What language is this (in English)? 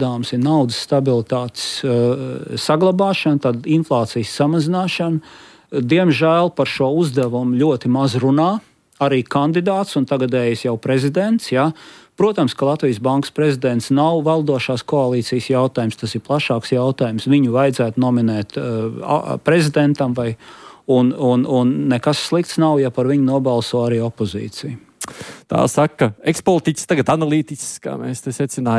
Latvian